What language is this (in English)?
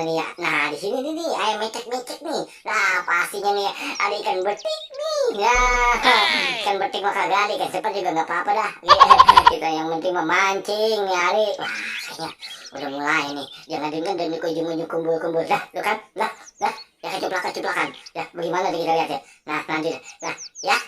Betawi